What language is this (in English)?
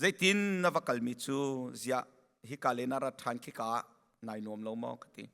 Hakha Chin